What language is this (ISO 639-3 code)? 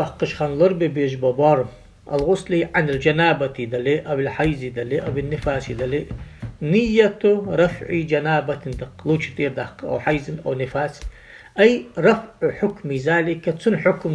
inh